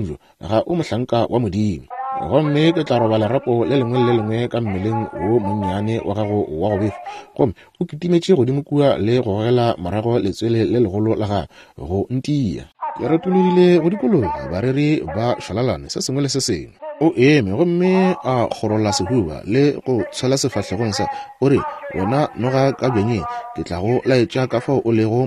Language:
Northern Sotho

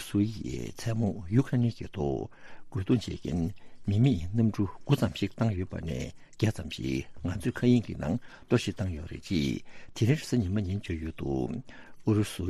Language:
Tibetan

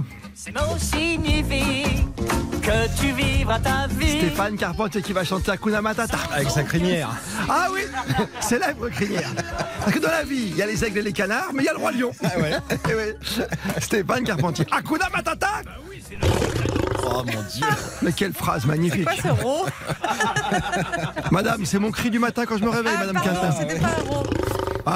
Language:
French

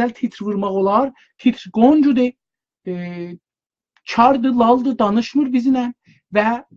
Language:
South Azerbaijani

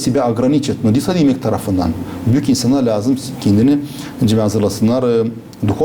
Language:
Gagauz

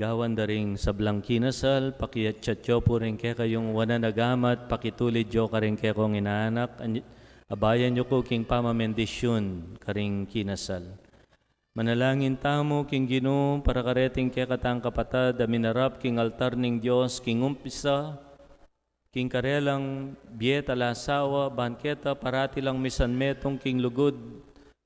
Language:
Pampanga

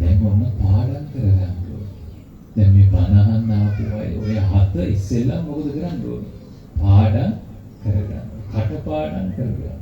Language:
Sinhala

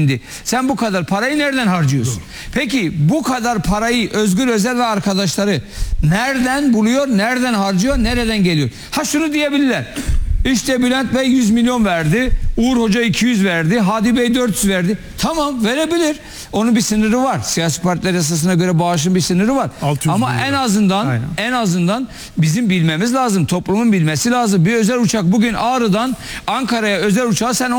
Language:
Turkish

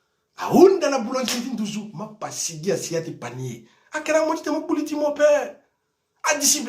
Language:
Sango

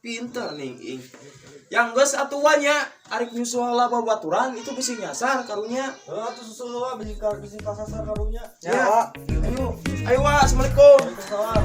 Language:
Sundanese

